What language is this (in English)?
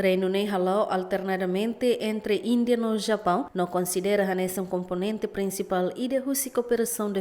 Tetum